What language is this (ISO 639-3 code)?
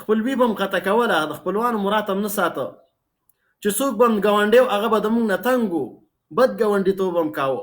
pus